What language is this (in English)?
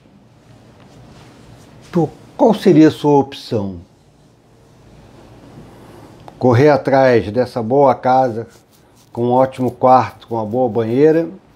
Portuguese